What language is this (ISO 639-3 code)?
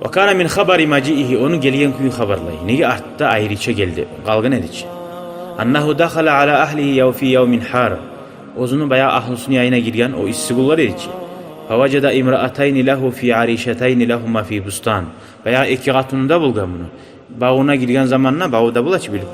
kum